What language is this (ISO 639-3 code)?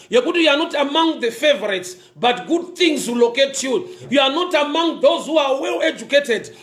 sna